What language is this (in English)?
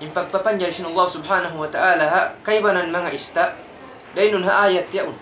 Tausug